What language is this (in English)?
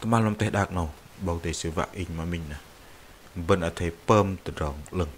Bahnar